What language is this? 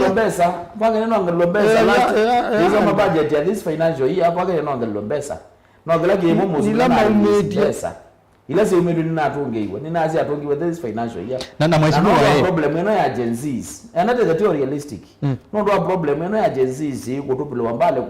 Kamba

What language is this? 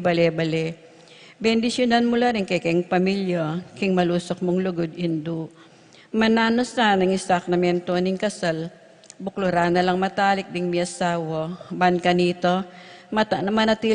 Pampanga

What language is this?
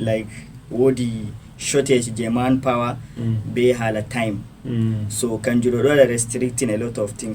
Fula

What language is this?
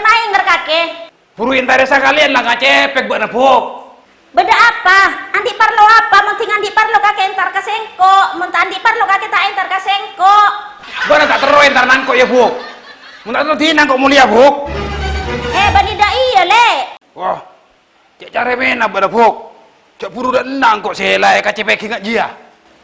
Madurese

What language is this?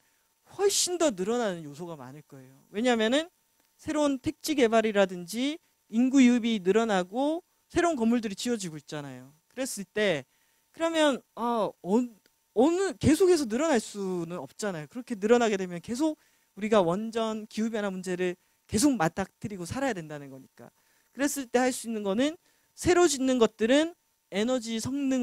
Korean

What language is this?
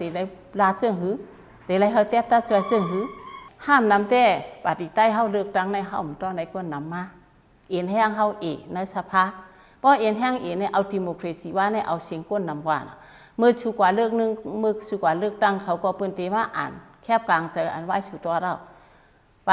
Shan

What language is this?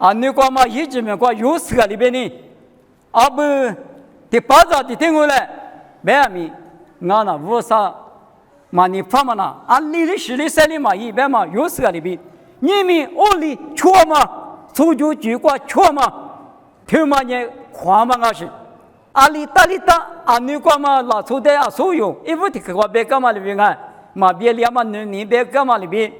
Lisu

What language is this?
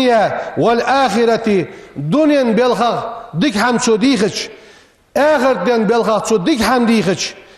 Ingush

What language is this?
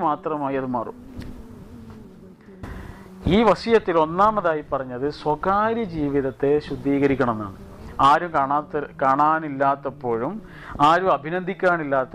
Malayalam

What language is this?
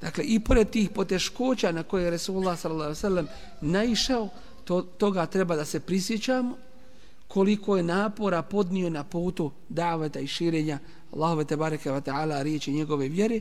Bosnian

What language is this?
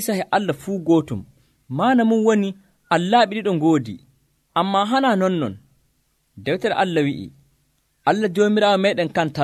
Nigerian Fulfulde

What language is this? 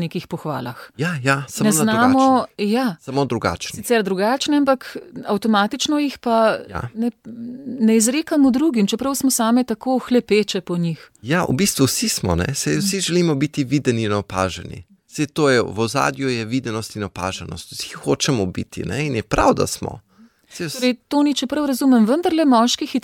Slovenian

